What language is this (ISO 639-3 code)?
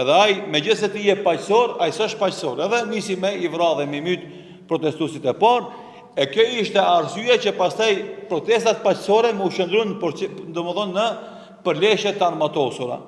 sqi